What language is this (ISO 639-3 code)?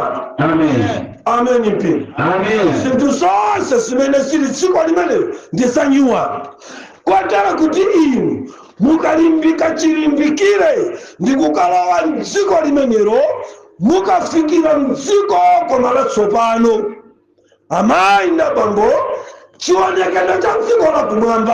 nya